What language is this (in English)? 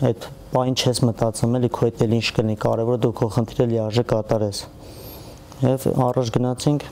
Armenian